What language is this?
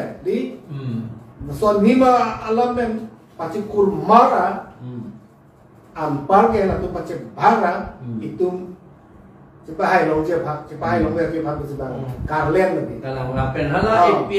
Karbi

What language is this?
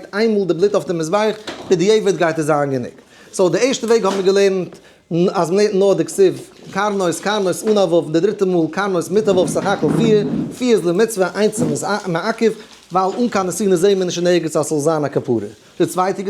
Yiddish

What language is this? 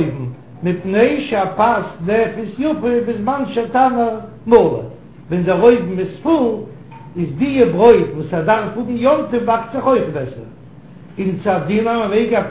Yiddish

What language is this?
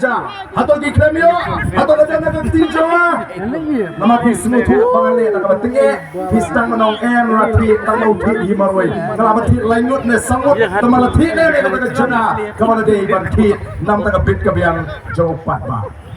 Khasi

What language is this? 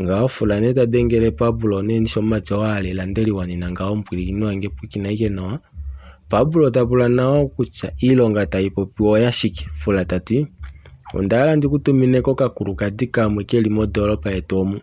Kuanyama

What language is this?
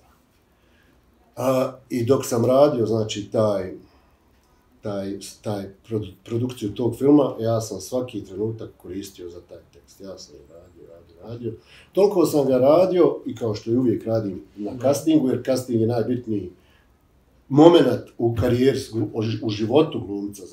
Bosnian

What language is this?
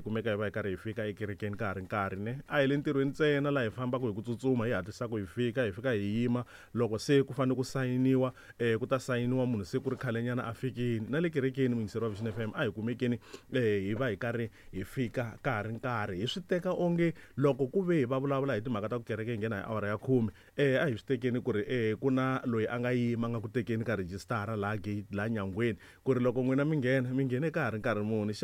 Tsonga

